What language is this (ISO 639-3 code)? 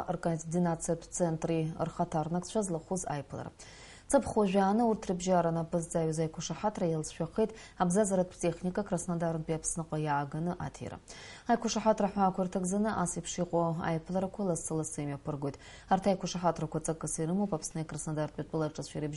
abk